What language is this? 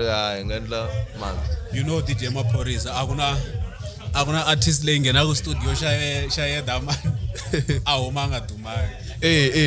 Tsonga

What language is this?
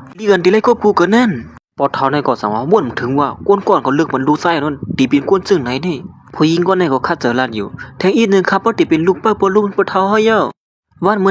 Shan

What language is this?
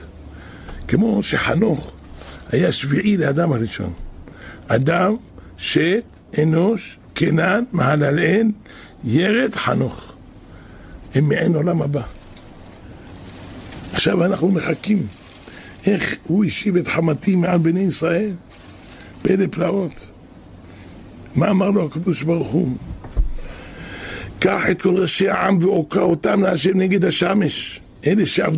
Hebrew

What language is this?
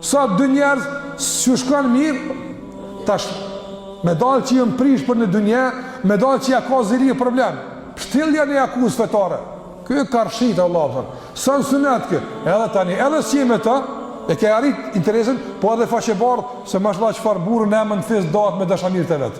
Albanian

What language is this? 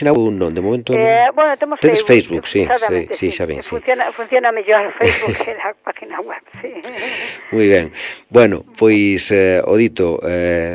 Galician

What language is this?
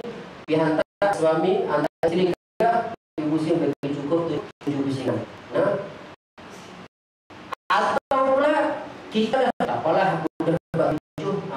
Malay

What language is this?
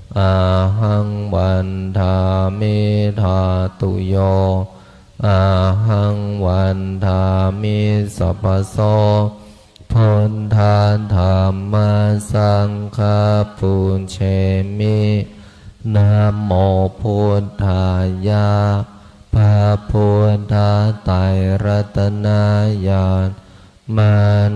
Pali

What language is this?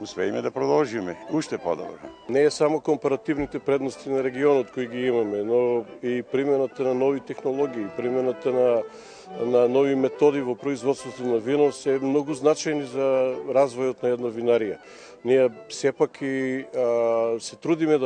Macedonian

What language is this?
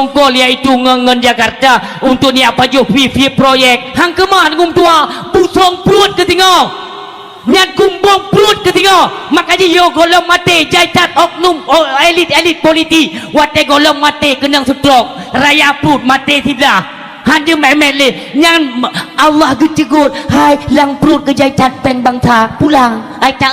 Achinese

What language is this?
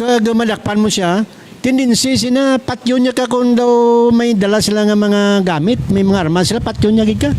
Hiligaynon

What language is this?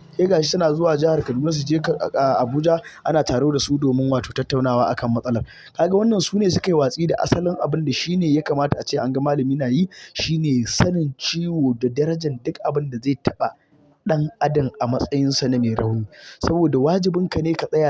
Hausa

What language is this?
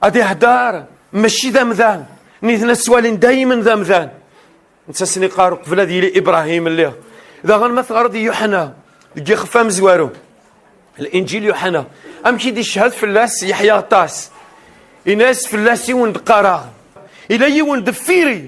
Kabyle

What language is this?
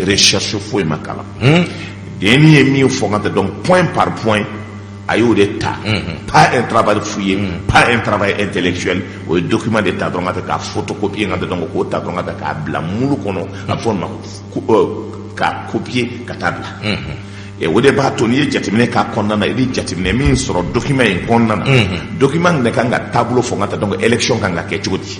Bambara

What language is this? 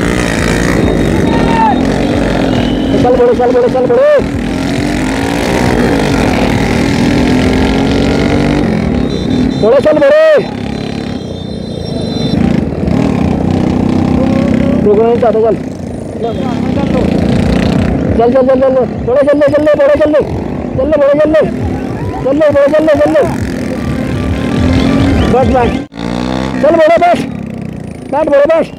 Hindi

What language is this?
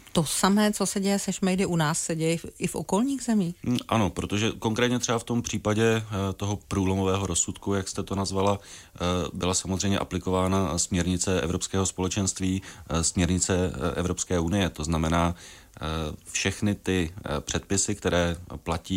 Czech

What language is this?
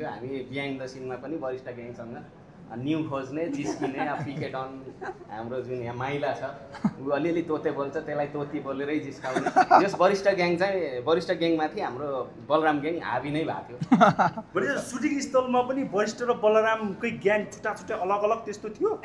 Nepali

